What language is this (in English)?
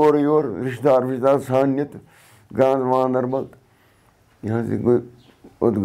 Kashmiri